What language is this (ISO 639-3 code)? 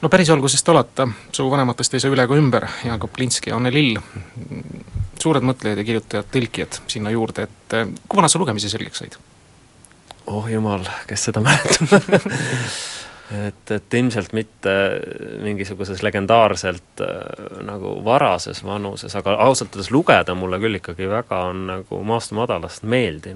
est